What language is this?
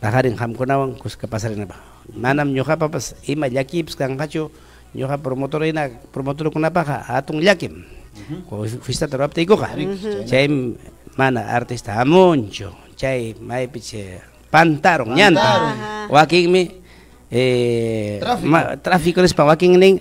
Ayacucho Quechua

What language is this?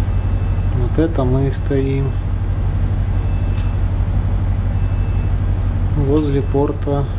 Russian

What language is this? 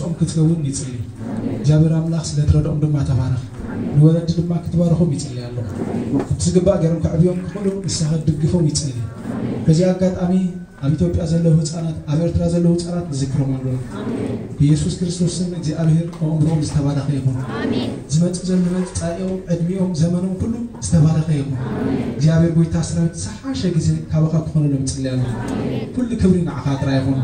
Tigrinya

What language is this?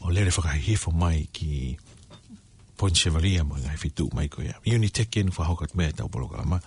Tongan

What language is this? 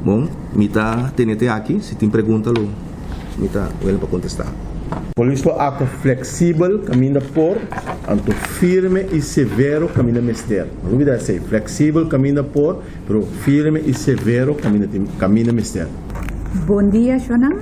Papiamento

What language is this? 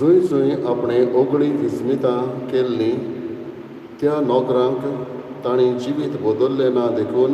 Konkani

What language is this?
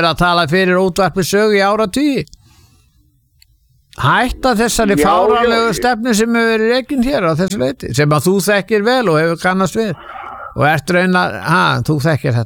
Icelandic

